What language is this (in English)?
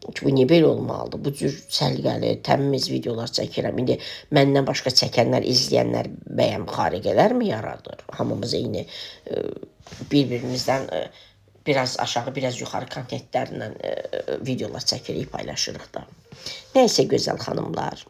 Azerbaijani